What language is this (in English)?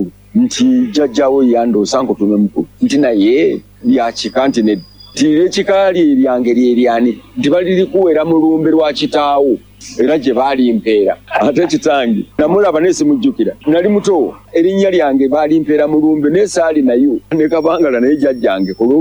Ganda